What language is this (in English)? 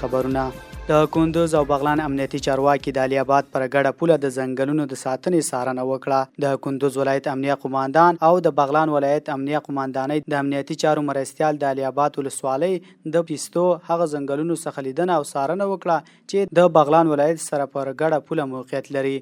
Pashto